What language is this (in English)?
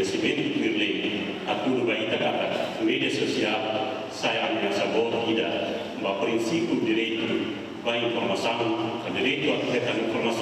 Tetum